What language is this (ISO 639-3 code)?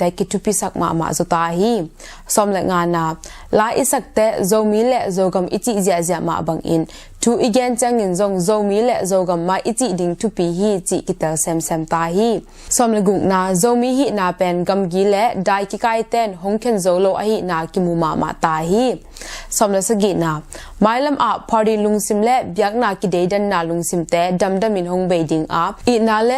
ctd